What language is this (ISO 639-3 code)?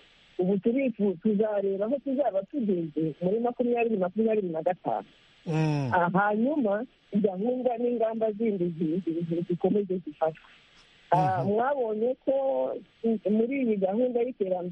kin